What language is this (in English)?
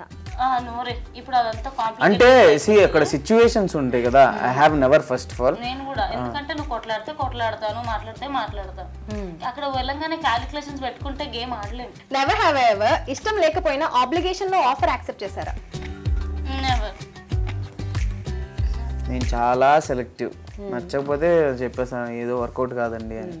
Telugu